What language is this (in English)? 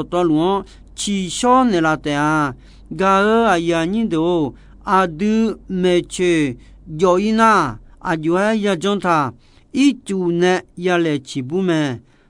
Akha